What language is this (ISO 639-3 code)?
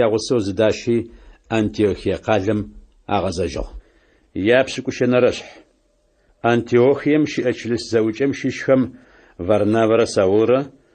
ady